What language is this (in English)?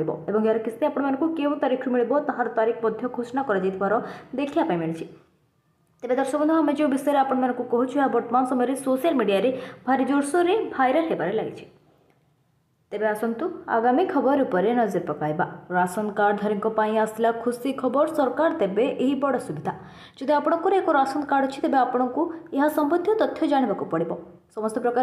Odia